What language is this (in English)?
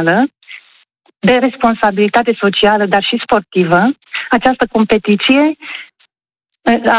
Romanian